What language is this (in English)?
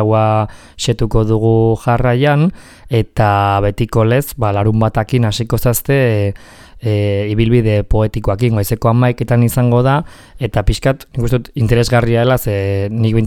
Basque